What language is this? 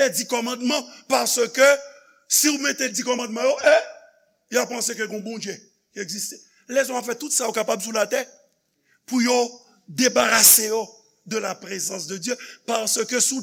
Haitian Creole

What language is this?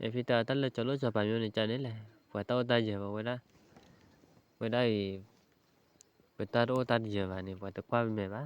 S'gaw Karen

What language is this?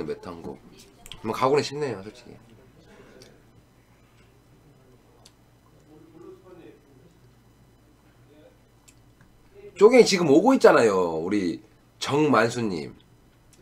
Korean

